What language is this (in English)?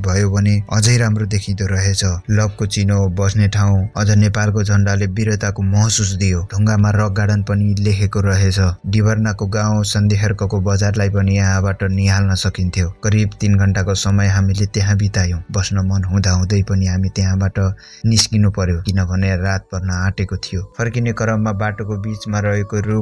Nepali